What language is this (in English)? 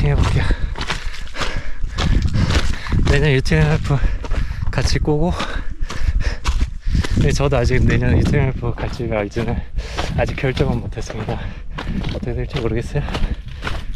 Korean